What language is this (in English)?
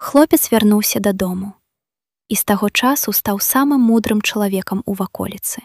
Belarusian